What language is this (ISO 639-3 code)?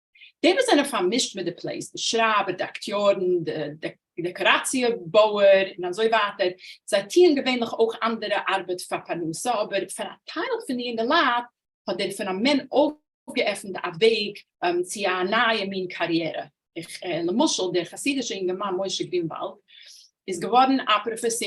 yid